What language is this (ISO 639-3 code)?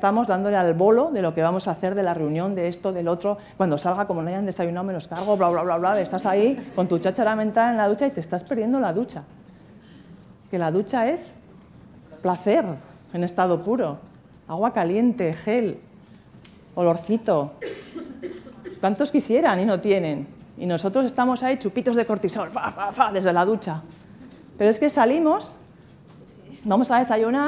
spa